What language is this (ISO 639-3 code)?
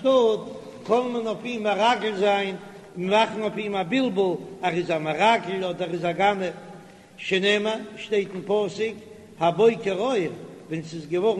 yid